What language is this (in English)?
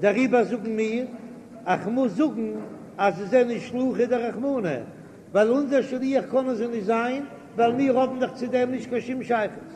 Yiddish